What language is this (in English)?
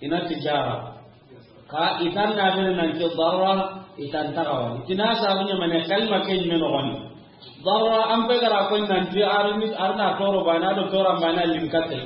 Soninke